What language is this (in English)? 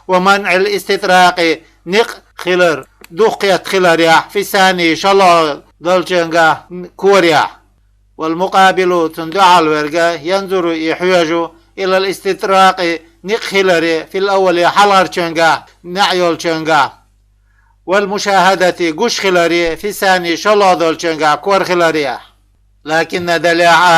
Chechen